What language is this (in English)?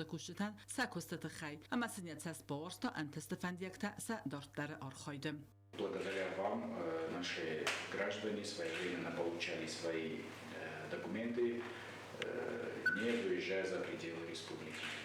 Ossetic